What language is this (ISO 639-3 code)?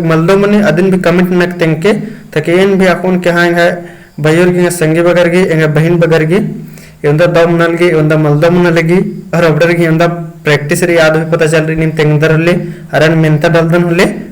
kru